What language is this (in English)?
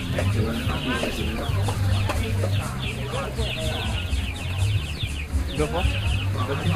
Thai